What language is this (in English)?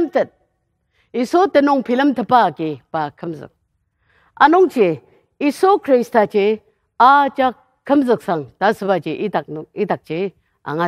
Ao Naga